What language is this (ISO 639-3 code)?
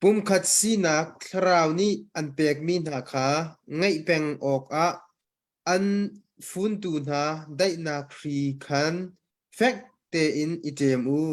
cnh